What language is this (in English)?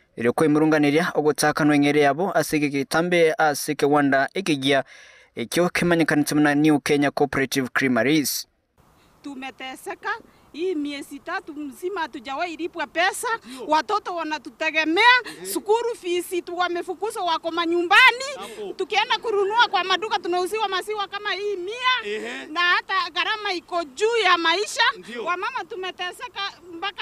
Gusii